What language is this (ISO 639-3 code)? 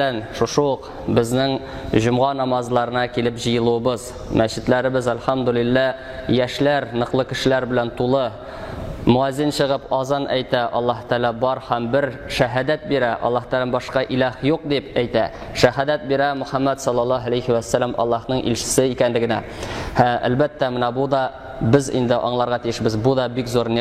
tat